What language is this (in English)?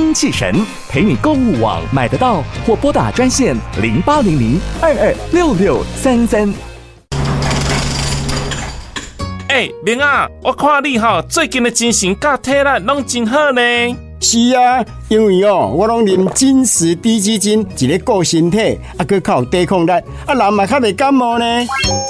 Min Nan Chinese